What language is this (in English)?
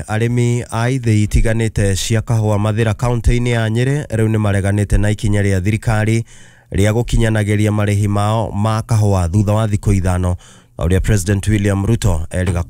Kikuyu